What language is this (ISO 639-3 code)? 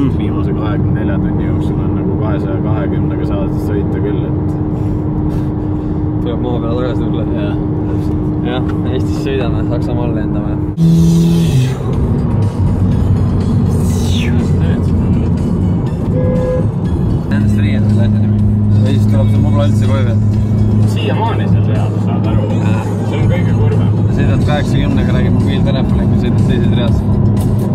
est